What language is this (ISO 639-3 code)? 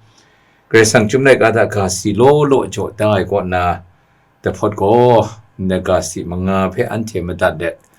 kac